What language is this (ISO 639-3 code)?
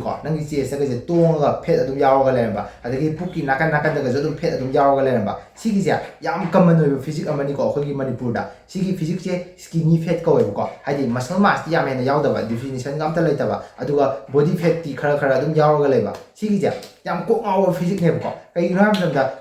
mni